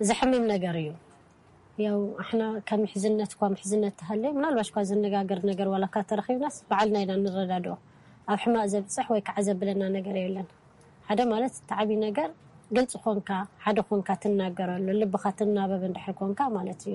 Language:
Tigrinya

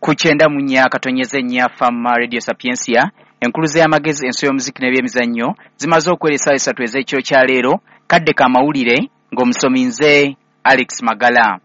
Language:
Ganda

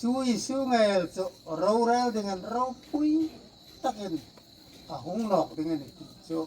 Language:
Hmar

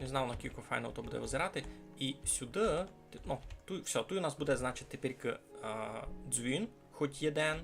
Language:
Rusyn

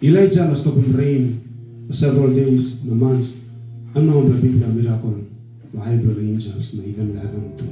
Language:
Tok Pisin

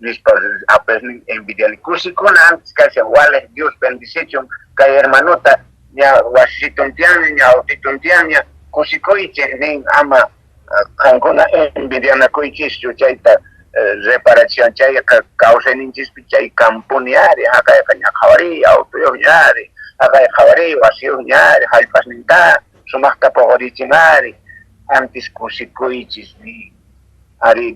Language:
Quechua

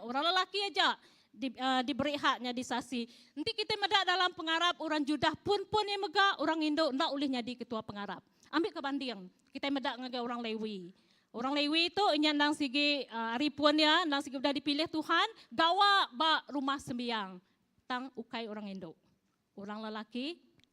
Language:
Iban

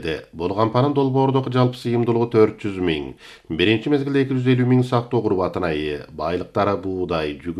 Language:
Kyrgyz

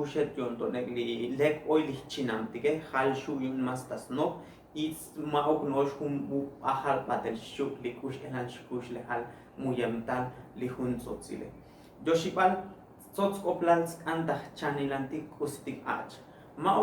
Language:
Tzotzil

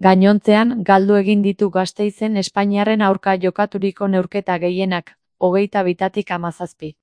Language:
Basque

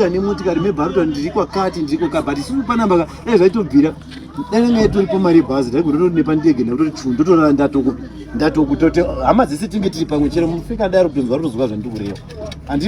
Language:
Shona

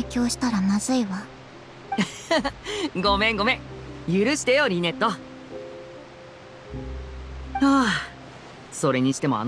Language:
Japanese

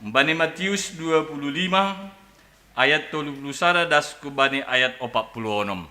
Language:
Batak Simalungun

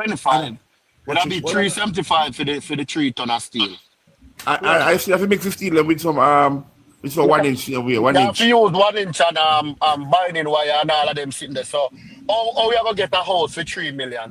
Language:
Jamaican Creole English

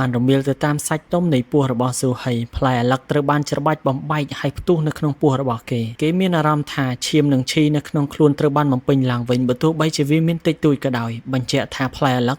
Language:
Khmer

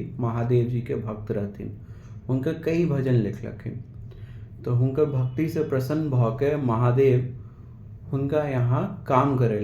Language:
Maithili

